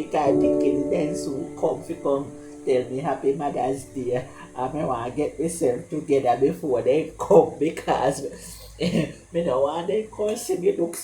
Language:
Jamaican Creole English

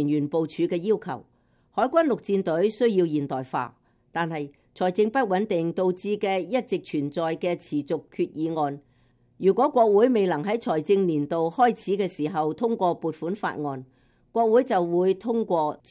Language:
Cantonese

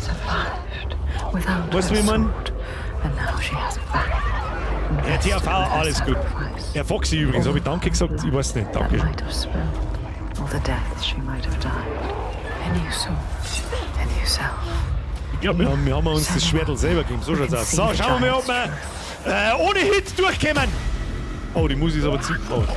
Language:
Bavarian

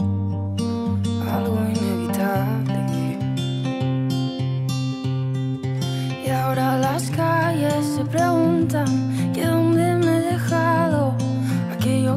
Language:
Spanish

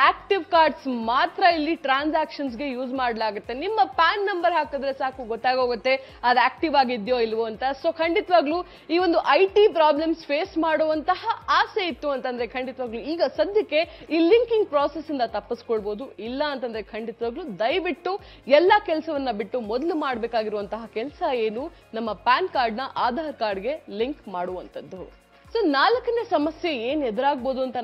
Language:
Kannada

